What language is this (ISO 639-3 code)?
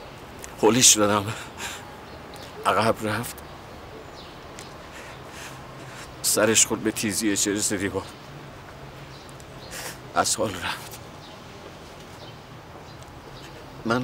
fas